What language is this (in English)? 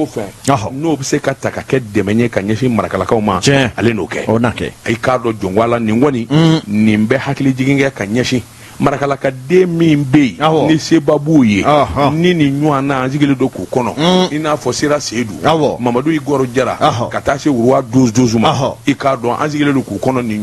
Bambara